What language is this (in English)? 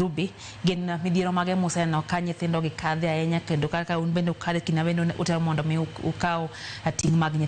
Luo (Kenya and Tanzania)